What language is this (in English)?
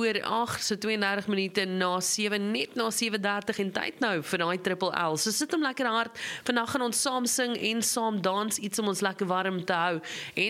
Afrikaans